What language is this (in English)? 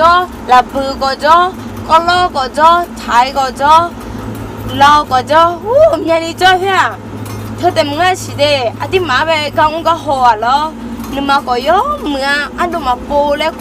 Akha